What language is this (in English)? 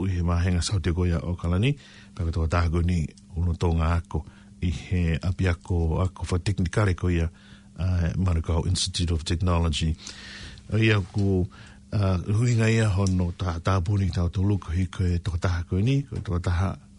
Tongan